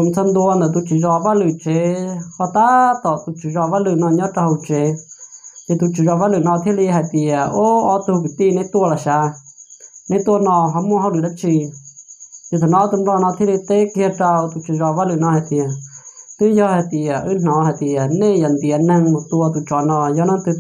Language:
Hmong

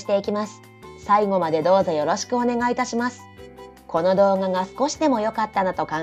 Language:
Japanese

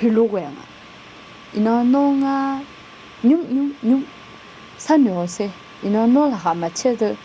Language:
Akha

